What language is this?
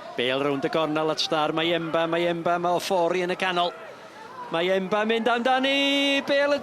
Welsh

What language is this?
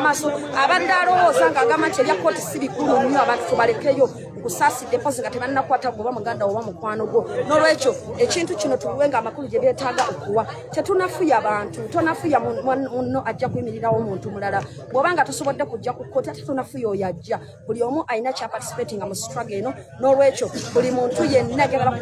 Ganda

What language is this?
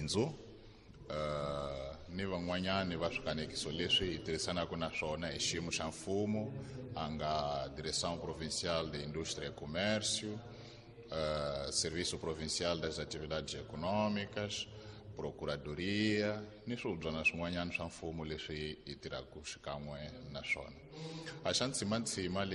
Tsonga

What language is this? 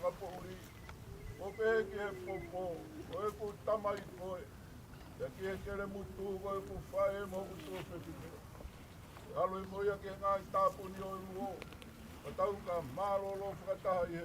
Tongan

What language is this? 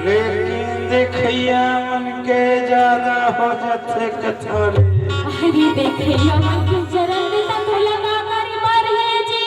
Chhattisgarhi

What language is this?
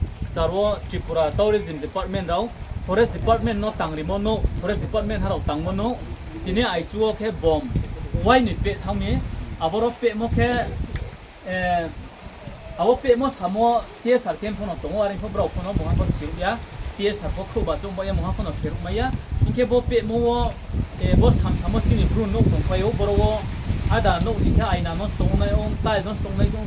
Riang (India)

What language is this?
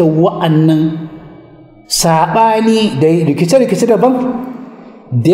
Hausa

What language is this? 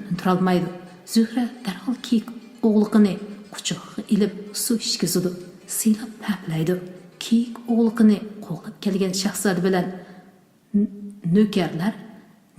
Uyghur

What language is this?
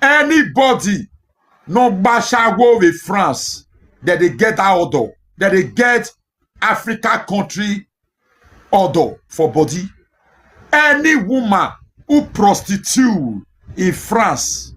Nigerian Pidgin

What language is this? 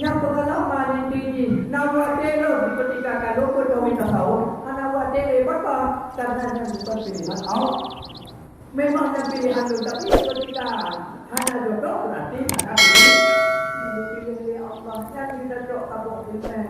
Achinese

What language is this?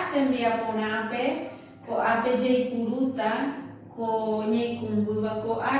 Guarani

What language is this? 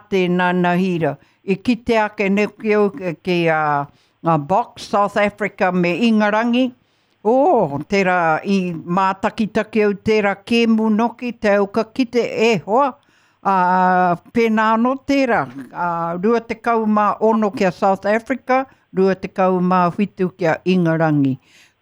Māori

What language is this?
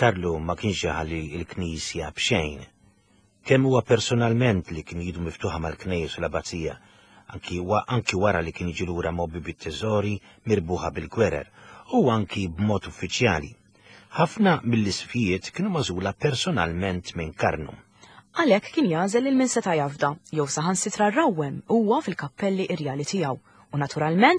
Maltese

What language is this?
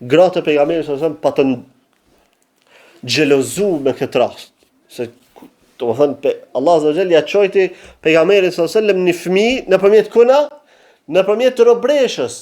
Albanian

